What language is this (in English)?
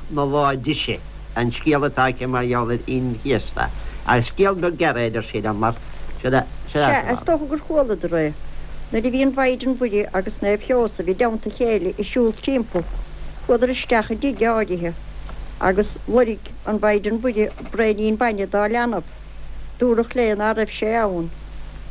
Irish